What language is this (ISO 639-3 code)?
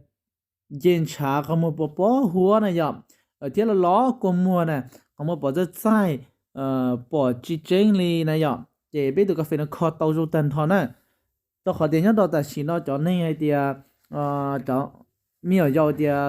hmn